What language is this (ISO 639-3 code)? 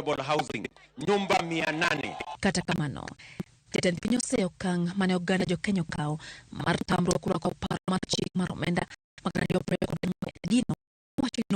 luo